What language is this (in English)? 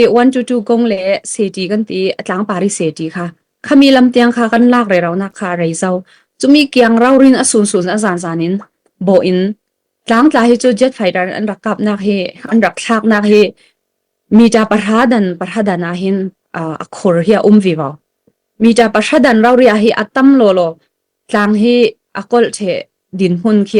Falam Chin